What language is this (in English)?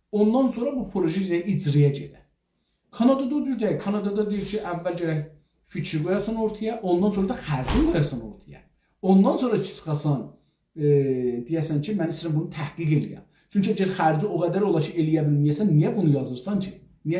South Azerbaijani